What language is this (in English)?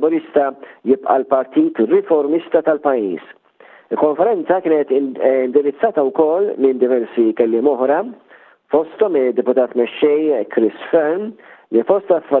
Maltese